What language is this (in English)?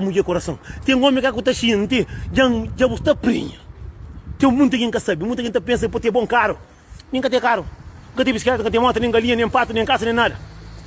Kabuverdianu